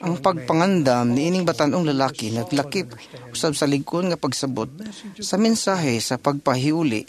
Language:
Cebuano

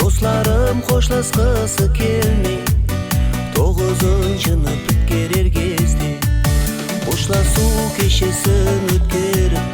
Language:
Kara-Kalpak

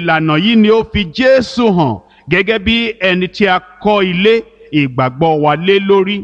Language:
Yoruba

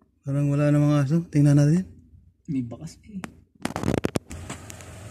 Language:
Filipino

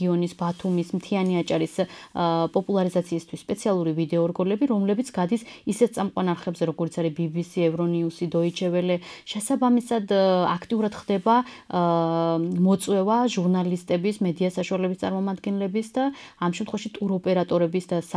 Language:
Georgian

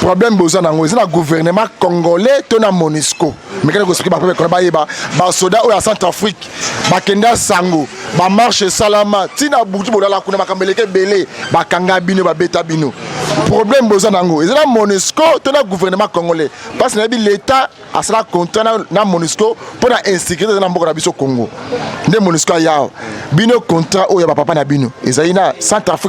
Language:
Lingala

